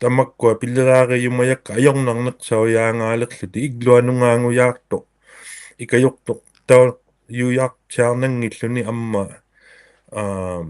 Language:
Inuktitut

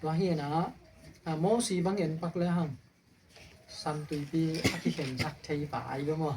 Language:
Tedim Chin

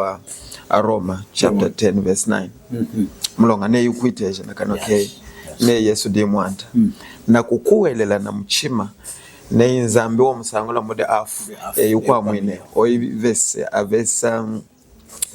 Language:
Lunda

